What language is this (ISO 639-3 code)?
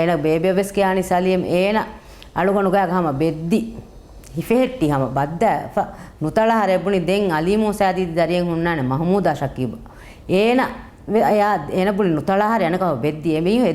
div